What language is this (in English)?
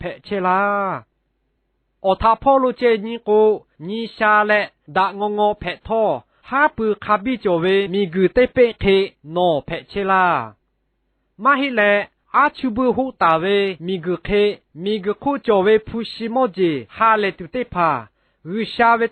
Lahu